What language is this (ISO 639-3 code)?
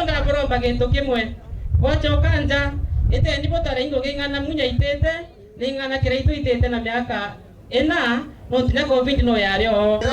mer